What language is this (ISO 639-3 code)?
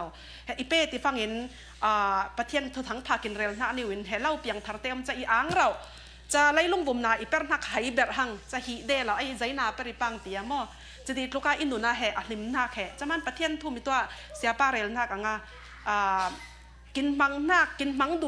cfm